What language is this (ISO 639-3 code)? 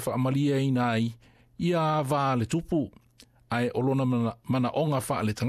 smo